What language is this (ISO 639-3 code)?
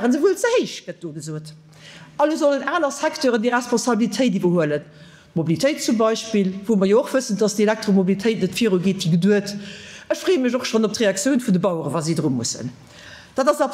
ltz